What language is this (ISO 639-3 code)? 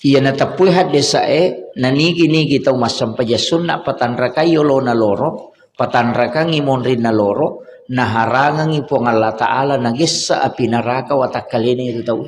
bug